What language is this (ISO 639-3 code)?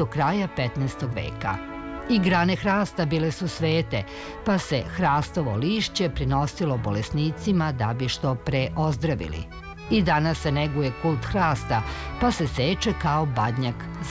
srp